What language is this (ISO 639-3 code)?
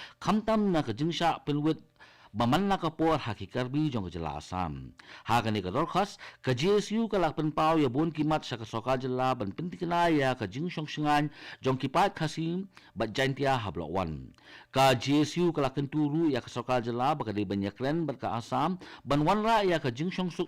kha